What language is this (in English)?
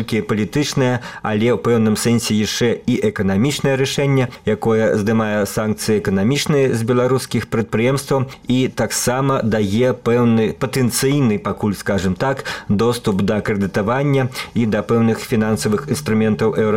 Belarusian